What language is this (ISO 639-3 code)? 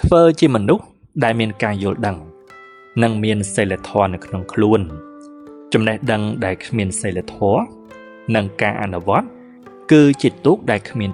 khm